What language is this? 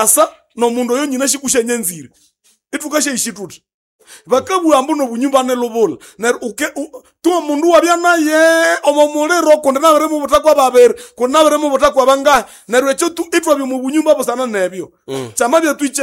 Nande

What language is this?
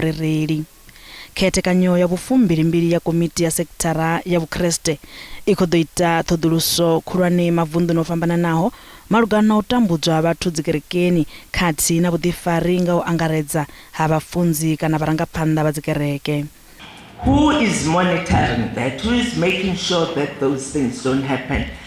Venda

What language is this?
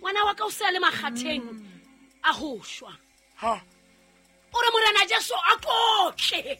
Southern Sotho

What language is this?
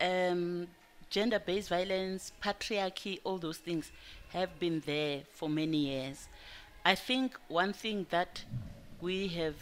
English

